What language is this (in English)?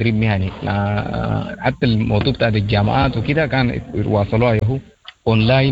Sudanese Arabic